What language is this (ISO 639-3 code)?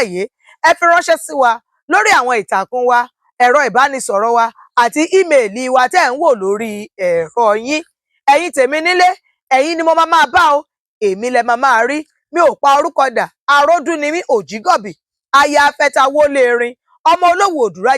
yor